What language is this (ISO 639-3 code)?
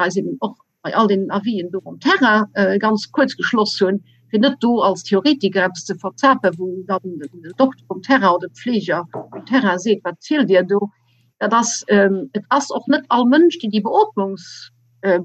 ltz